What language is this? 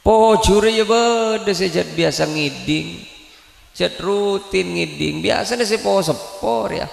Madurese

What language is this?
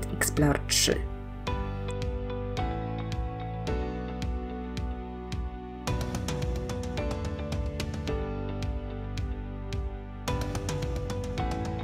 Polish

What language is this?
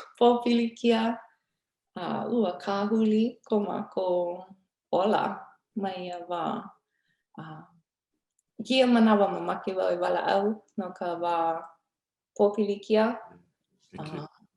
Hawaiian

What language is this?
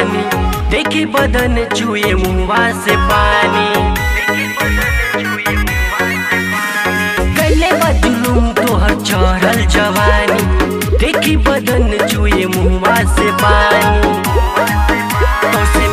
Bhojpuri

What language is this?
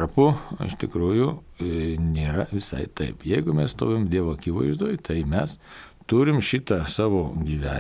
Lithuanian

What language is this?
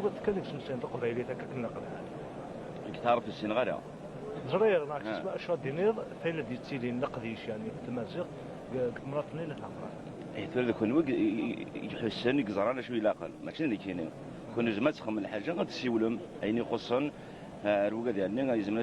Kabyle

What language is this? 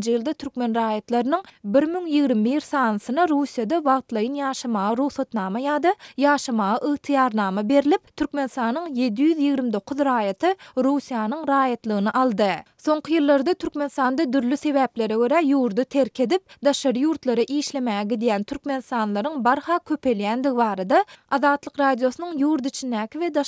Turkmen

